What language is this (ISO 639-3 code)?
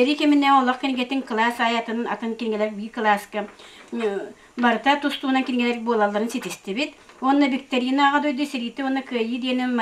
sah